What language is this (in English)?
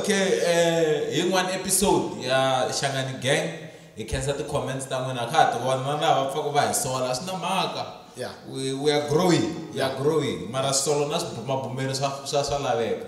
Tsonga